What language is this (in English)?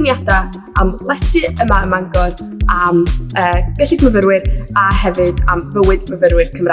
Welsh